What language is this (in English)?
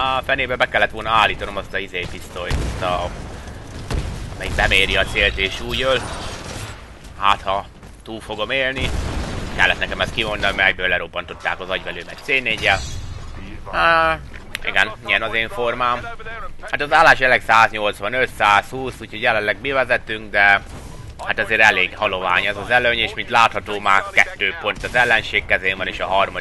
Hungarian